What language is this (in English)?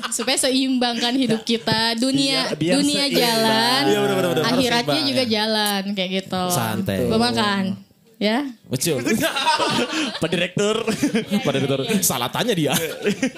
Indonesian